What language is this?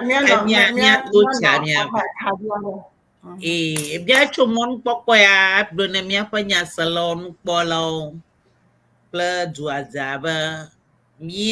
Ewe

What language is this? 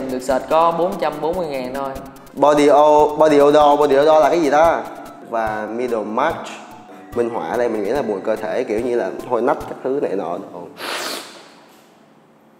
Vietnamese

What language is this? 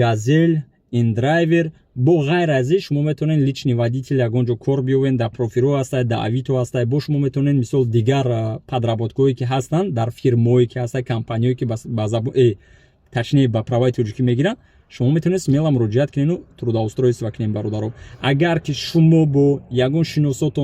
Tajik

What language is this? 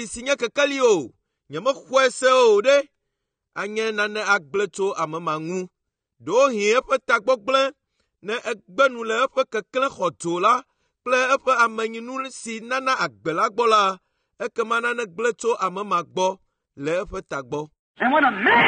Ewe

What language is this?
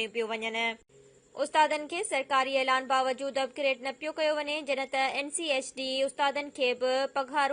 Sindhi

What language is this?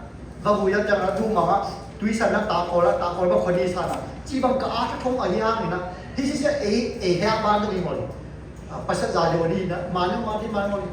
Siyin Chin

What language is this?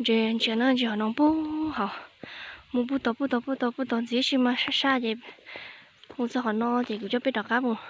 Hmong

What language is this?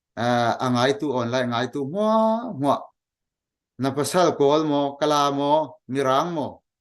Falam Chin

